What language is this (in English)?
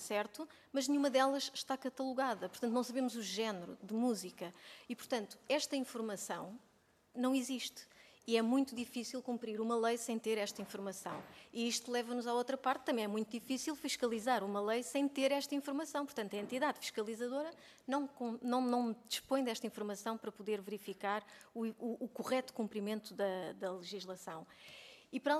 Portuguese